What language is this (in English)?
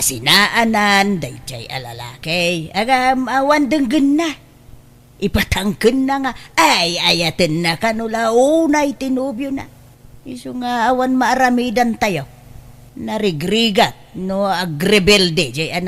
Iloko